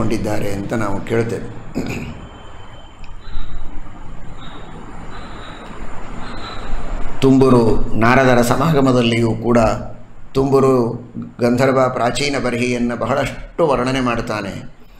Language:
Kannada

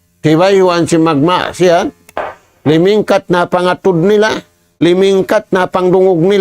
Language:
Tausug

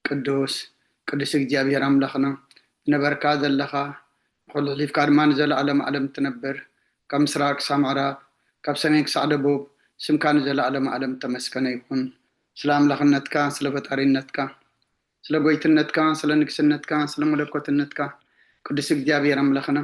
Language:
Tigrinya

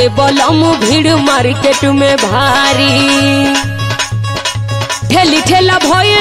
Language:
Bhojpuri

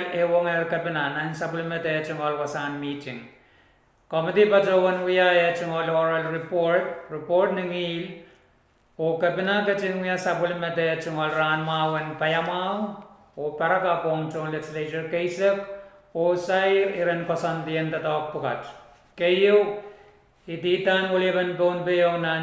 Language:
Pohnpeian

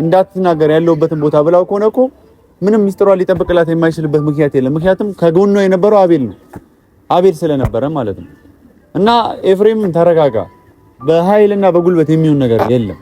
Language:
Amharic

